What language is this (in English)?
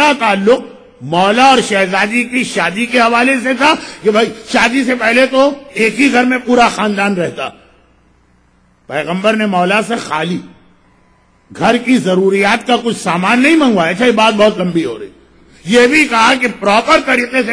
Urdu